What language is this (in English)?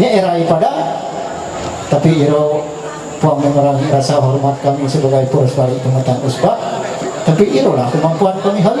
Ma'anyan